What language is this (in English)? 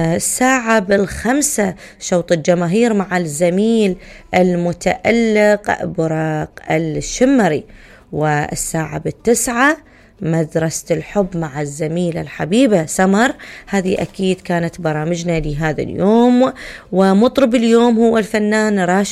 Mesopotamian Arabic